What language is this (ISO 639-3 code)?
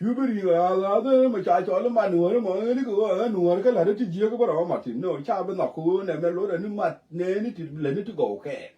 nus